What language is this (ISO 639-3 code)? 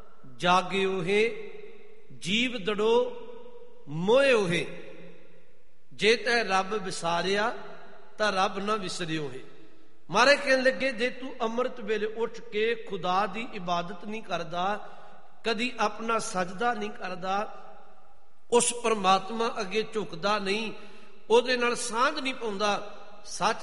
pan